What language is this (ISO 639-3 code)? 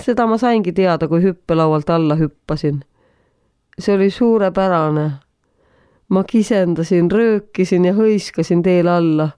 est